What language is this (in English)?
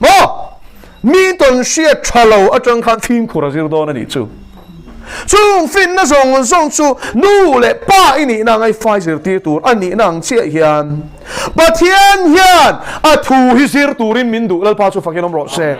Mizo